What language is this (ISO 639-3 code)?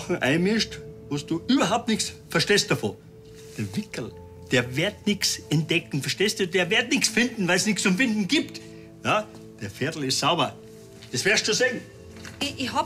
bar